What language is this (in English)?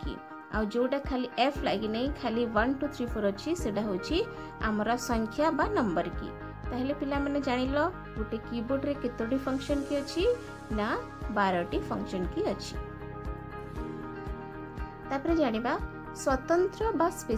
Odia